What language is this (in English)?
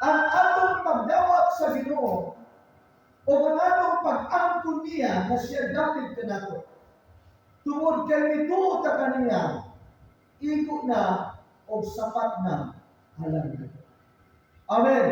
Cebuano